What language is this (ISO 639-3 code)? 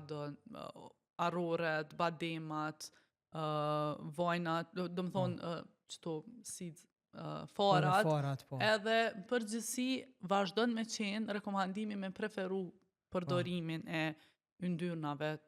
sqi